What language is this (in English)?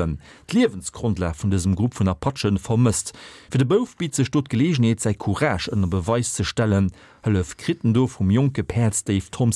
Luxembourgish